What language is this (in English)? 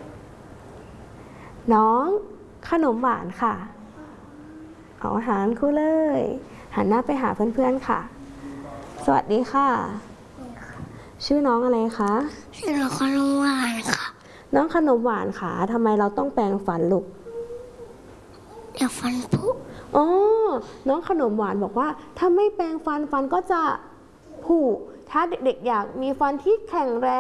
Thai